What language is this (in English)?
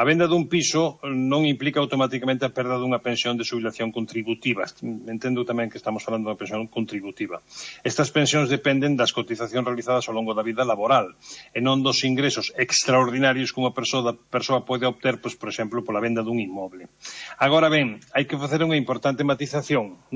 Galician